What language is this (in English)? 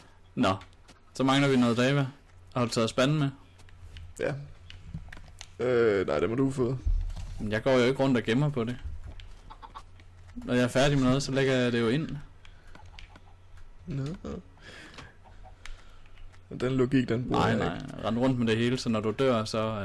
Danish